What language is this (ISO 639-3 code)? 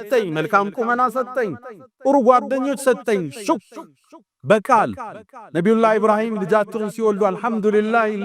amh